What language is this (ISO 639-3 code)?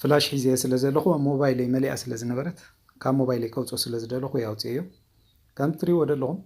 tir